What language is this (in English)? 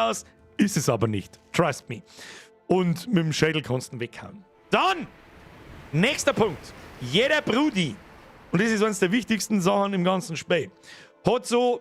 Bavarian